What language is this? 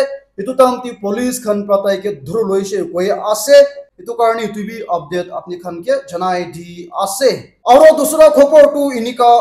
Naga Pidgin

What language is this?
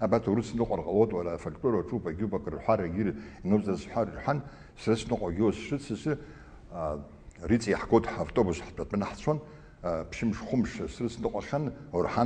Abkhazian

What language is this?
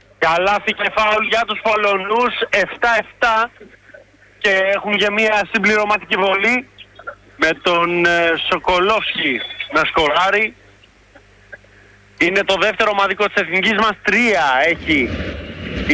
Greek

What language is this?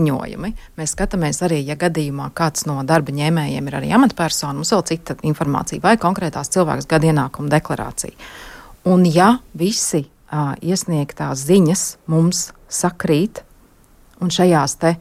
Latvian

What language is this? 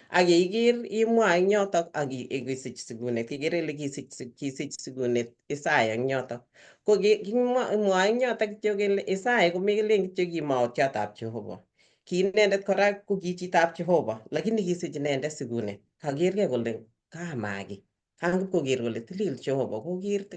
Kalenjin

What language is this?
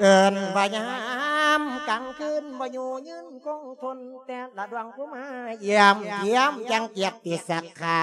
Lao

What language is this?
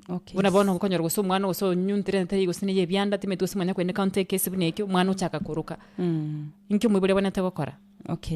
Gusii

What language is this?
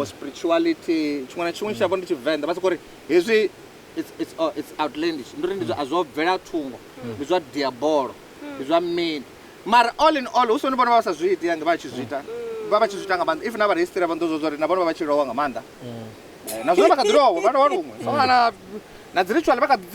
Venda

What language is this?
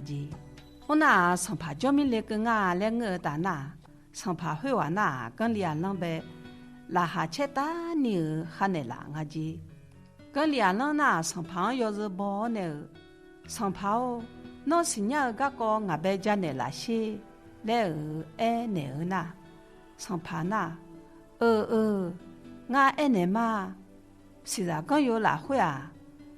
Akha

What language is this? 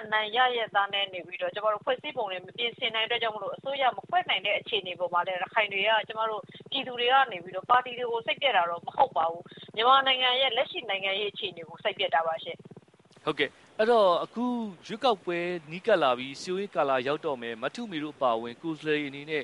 Burmese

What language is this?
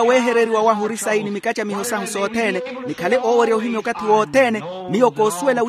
Makhuwa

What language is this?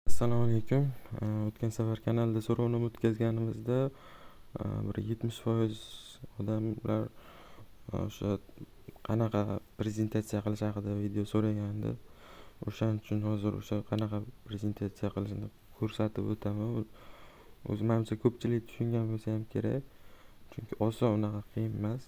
Uzbek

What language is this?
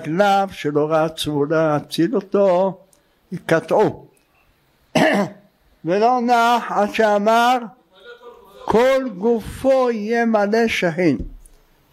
Hebrew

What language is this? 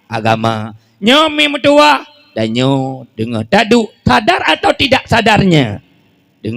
Achinese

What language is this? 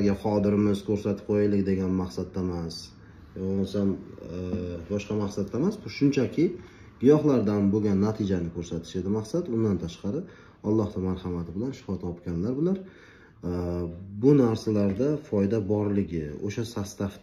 Uzbek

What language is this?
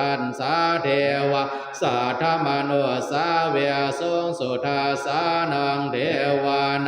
Pali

